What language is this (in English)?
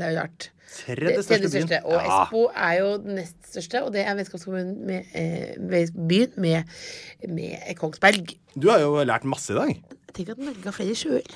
Norwegian